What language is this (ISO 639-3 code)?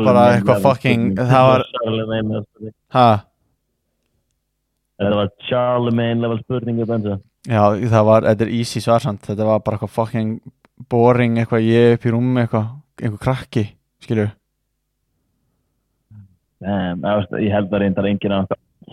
isl